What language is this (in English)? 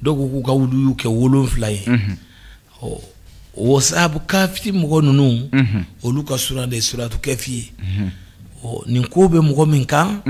Bambara